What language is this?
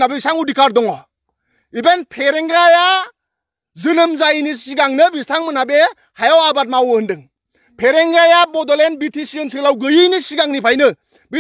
Bodo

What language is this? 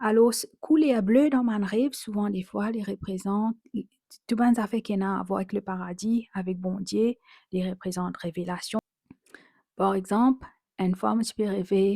Morisyen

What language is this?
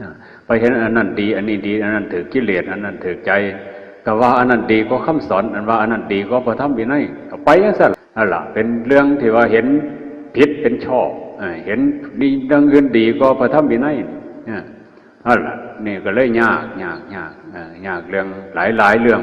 Northeastern Thai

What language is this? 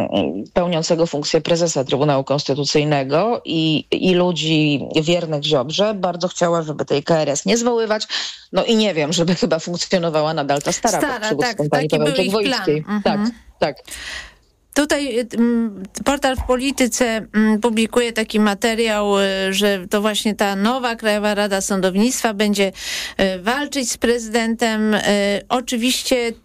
Polish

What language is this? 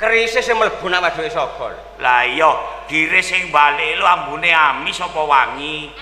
Javanese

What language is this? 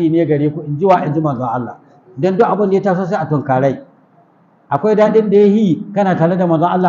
Hausa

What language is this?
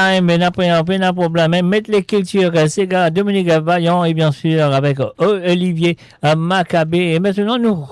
Morisyen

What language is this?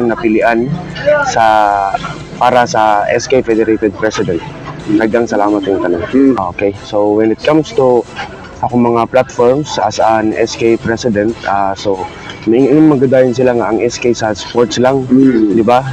Cebuano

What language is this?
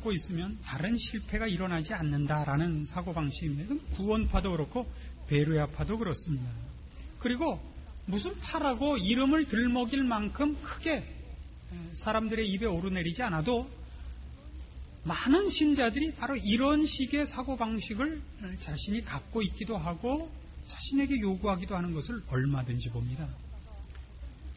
Korean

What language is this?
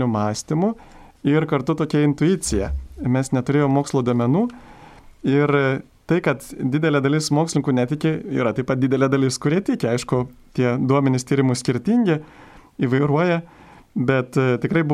Lithuanian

